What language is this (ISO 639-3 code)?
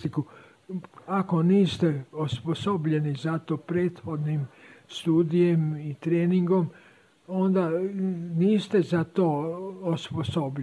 srp